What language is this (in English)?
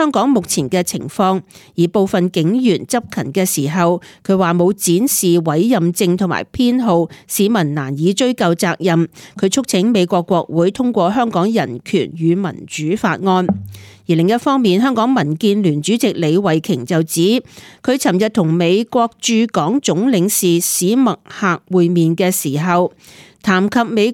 Cantonese